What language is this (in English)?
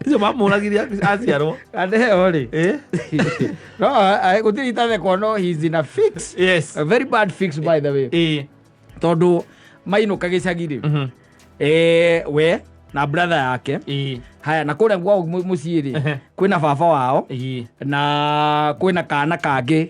Kikuyu